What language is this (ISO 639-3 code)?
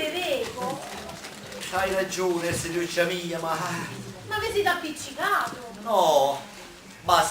nap